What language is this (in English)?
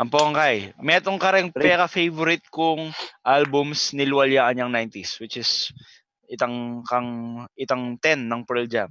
Pampanga